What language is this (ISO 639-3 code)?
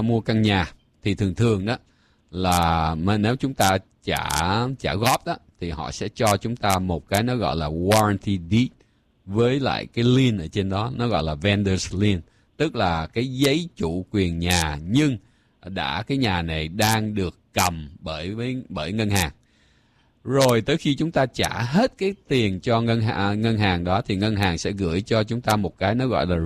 vie